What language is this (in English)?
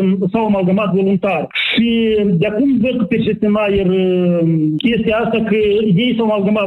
Romanian